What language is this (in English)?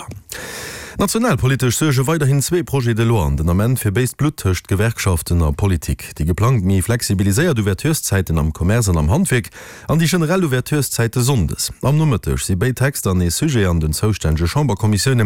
Luxembourgish